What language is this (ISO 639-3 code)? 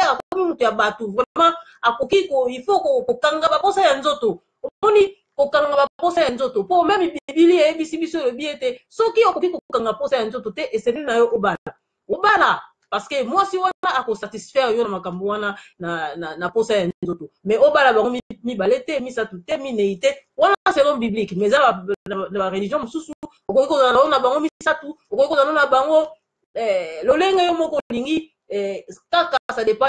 lin